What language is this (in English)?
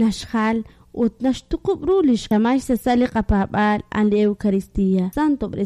Kekchí